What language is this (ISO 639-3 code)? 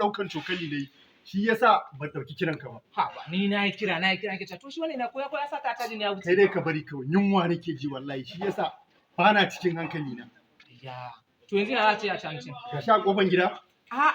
hau